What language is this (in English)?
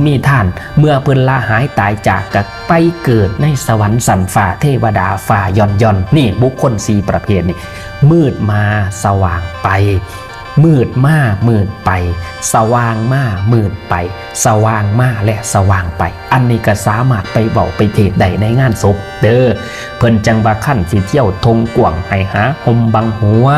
Northeastern Thai